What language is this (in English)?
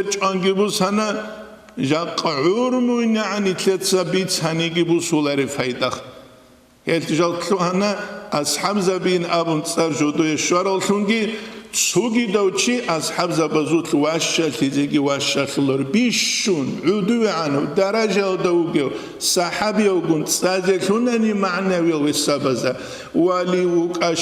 Avaric